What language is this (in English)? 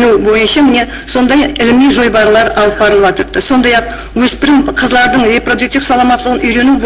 Kara-Kalpak